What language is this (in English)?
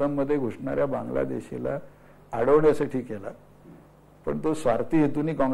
Marathi